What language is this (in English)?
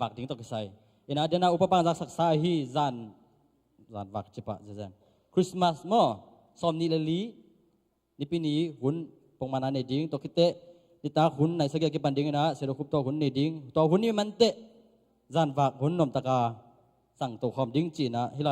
Tedim Chin